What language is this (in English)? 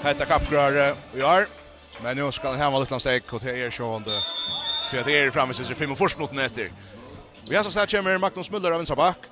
Faroese